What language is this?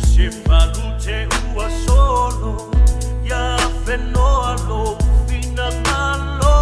Samoan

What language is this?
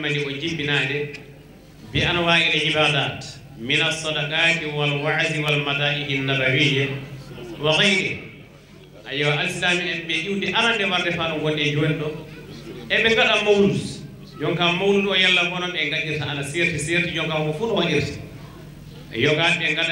Fula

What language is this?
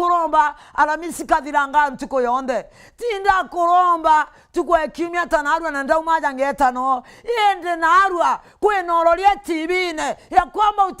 Meru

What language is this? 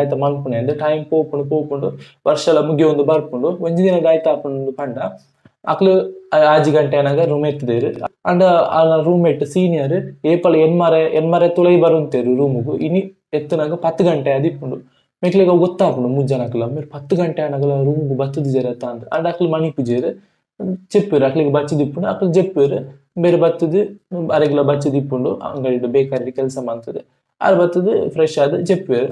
Tulu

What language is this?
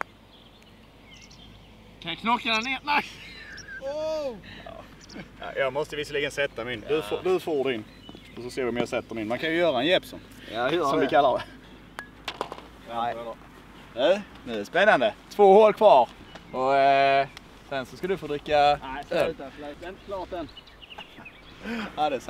Swedish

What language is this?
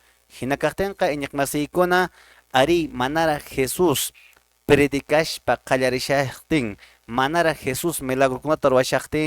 Quechua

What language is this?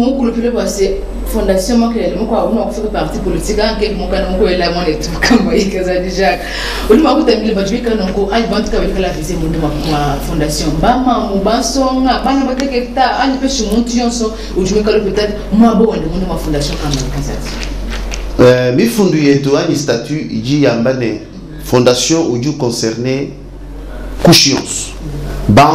Luba-Lulua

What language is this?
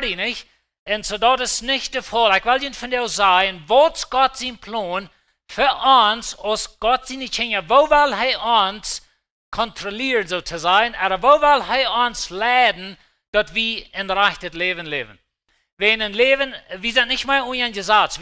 Plautdietsch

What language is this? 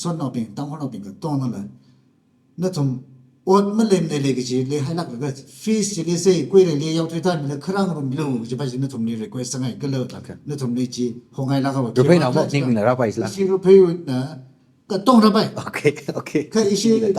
Tangkhul Naga (India)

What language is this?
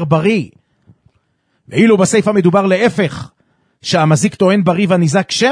Hebrew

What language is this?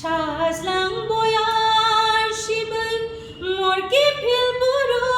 Kok Borok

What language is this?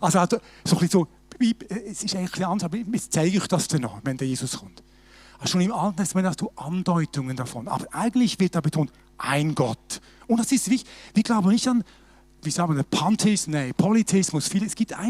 Swiss German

